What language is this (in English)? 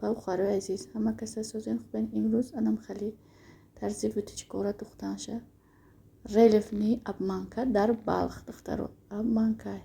Tajik